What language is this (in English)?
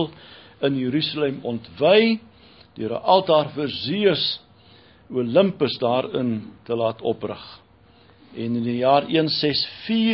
Afrikaans